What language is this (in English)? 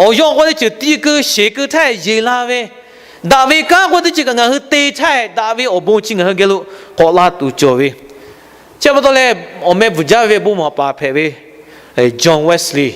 Lahu